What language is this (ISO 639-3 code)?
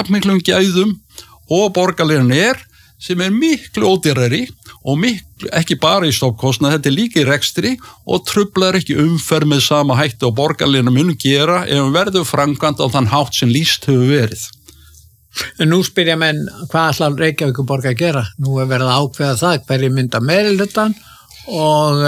isl